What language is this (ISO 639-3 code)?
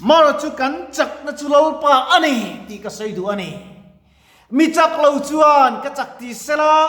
lus